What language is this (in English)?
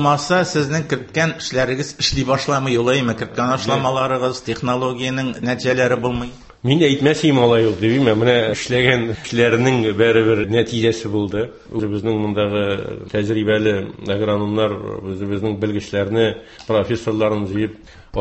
Tatar